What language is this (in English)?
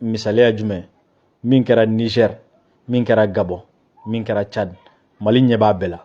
Bambara